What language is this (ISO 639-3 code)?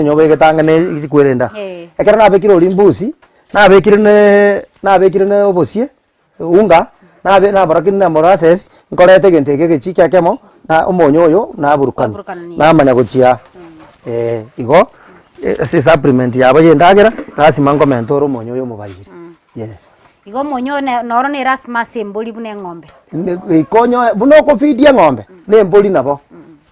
guz